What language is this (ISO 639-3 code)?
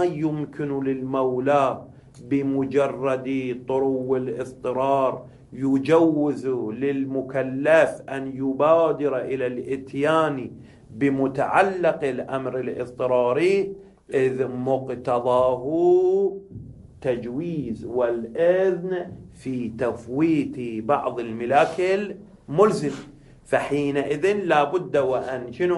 ara